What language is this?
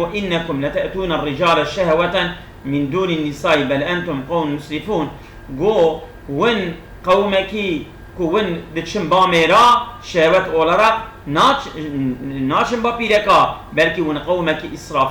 Kurdish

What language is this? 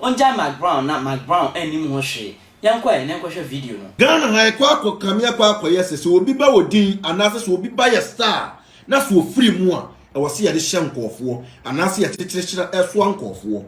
Akan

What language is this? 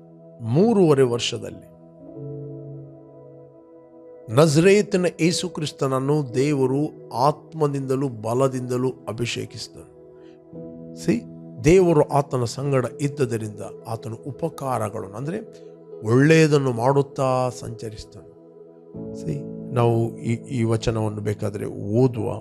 Kannada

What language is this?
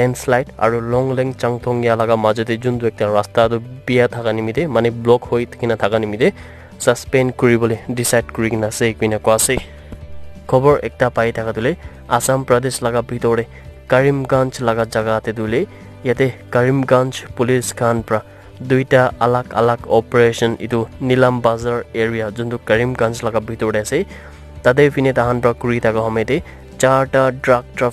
Naga Pidgin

